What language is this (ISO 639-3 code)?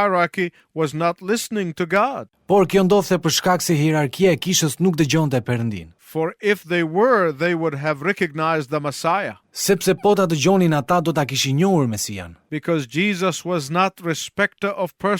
sqi